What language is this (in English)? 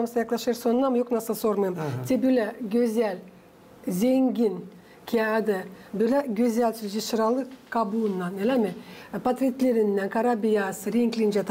Gagauz